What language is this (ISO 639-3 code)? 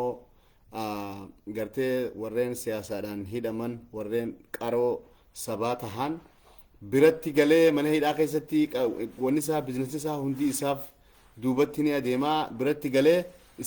orm